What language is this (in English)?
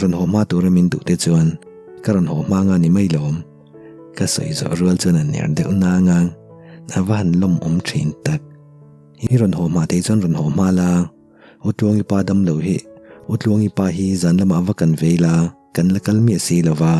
Mizo